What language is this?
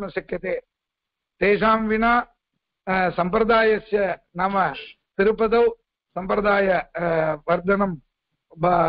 Sanskrit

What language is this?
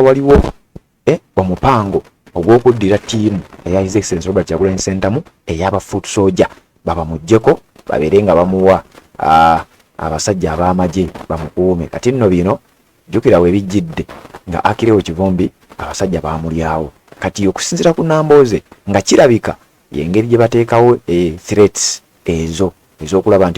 Ganda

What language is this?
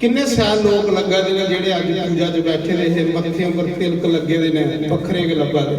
Dogri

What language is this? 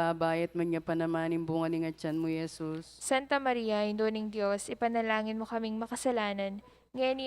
Pampanga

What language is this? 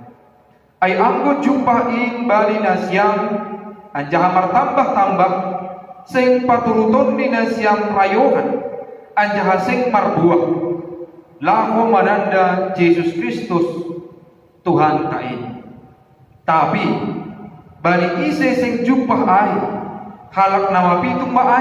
Batak Simalungun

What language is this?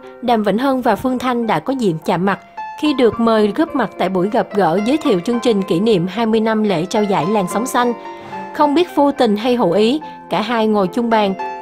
Vietnamese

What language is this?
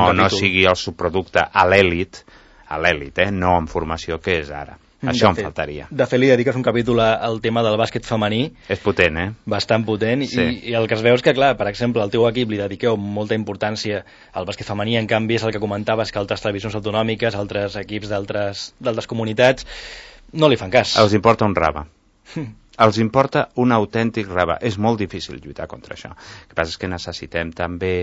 Catalan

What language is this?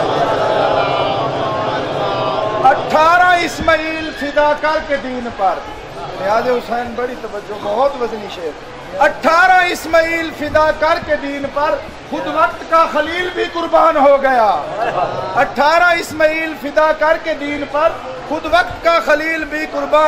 Urdu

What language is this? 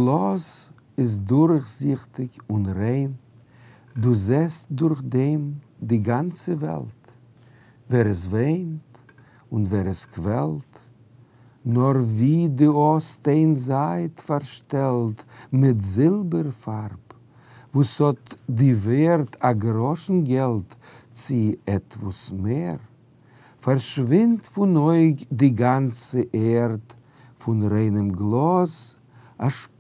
Yiddish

